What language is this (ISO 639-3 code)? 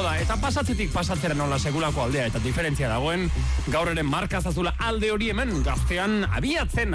eus